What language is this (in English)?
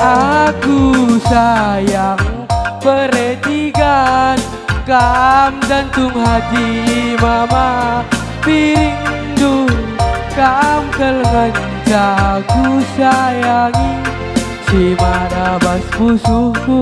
Batak Karo